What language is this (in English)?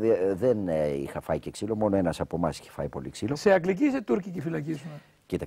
Greek